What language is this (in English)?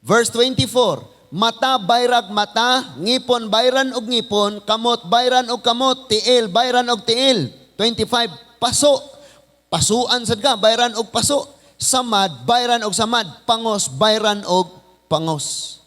Cebuano